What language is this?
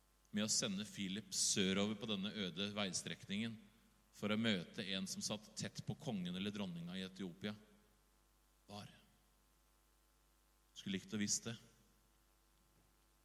Norwegian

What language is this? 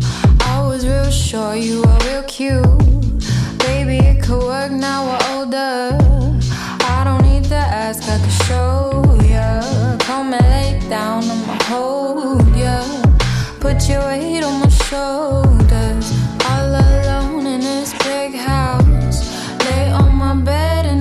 English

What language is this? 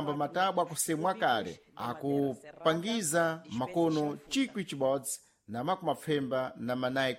Sena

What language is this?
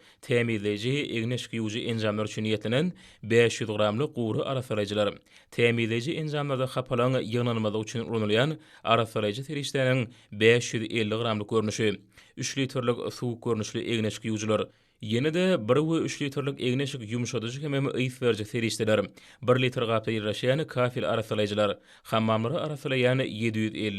Turkmen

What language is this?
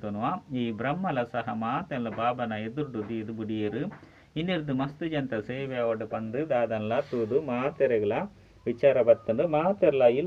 Tulu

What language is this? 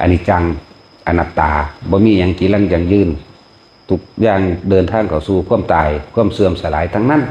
Northeastern Thai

